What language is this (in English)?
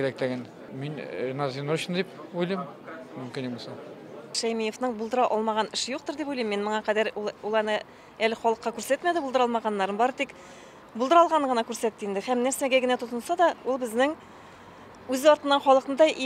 Tatar